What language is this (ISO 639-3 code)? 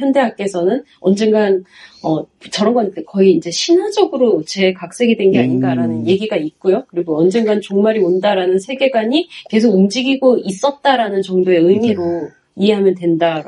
kor